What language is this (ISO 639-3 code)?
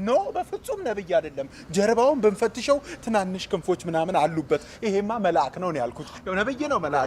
amh